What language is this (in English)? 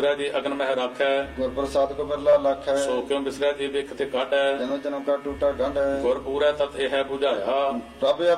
Punjabi